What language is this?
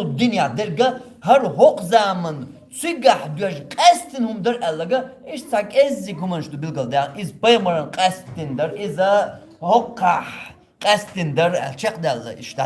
Chechen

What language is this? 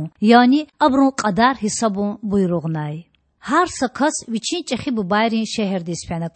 Lezghian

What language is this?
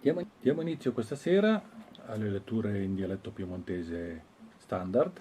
Piedmontese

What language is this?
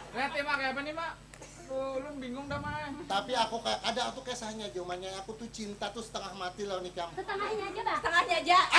Banjar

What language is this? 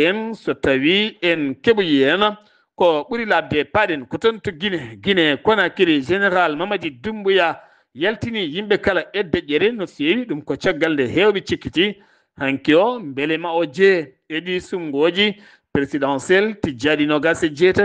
Fula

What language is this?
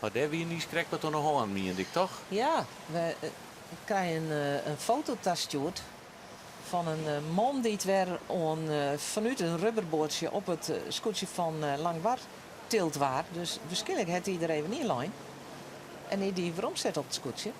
Western Frisian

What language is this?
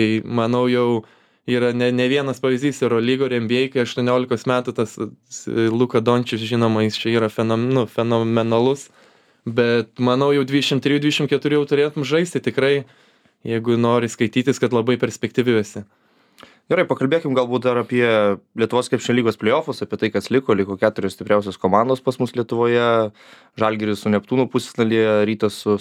Lithuanian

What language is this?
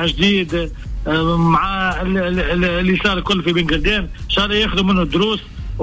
Tunisian Arabic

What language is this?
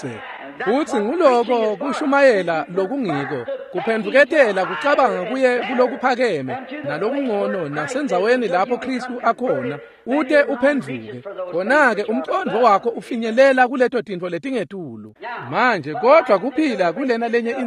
Swati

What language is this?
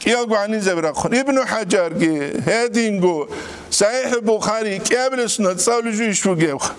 Avaric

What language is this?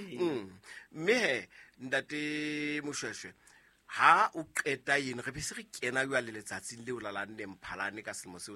Southern Sotho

